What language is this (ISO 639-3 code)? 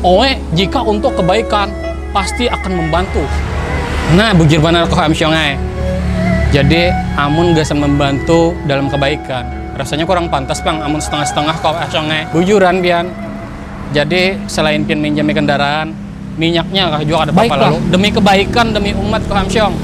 bjn